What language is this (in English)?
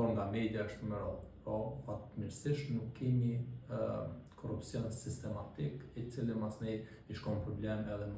Albanian